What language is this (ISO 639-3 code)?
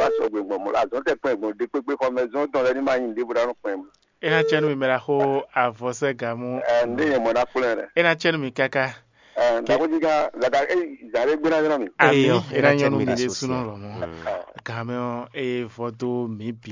fon